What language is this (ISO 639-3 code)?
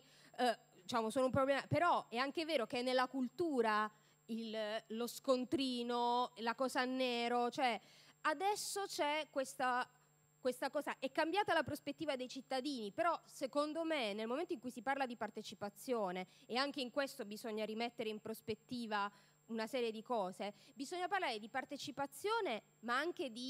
ita